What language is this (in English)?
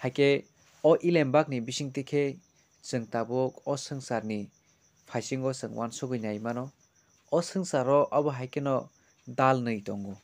Kok Borok